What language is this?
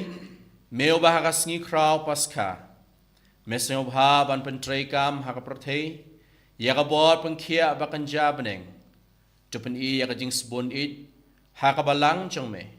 Khasi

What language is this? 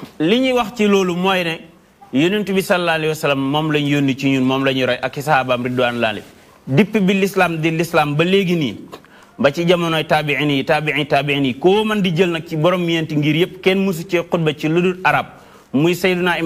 Wolof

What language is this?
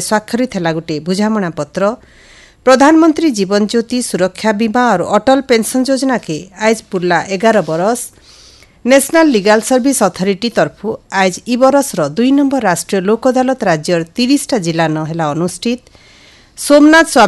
Odia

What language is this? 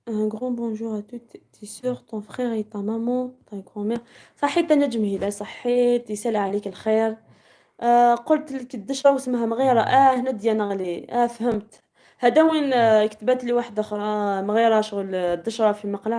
Algerian Arabic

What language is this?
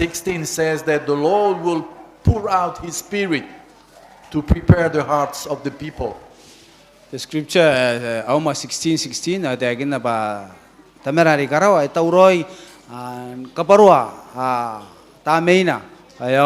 Gilbertese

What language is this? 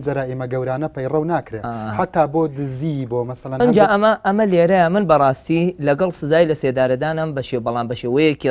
Central Kurdish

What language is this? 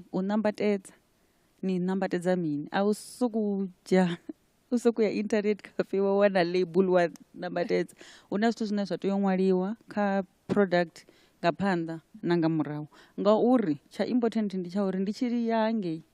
Venda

